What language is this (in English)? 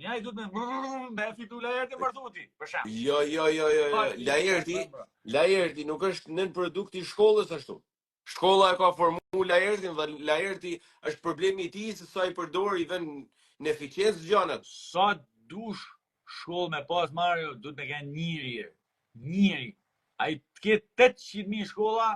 Albanian